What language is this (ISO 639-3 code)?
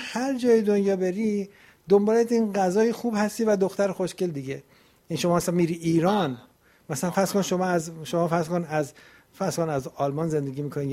fas